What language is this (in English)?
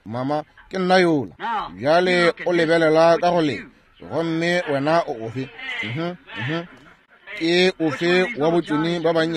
Northern Sotho